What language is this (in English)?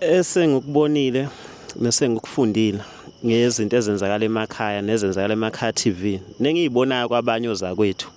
Zulu